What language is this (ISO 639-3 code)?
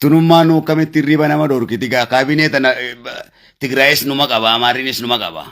orm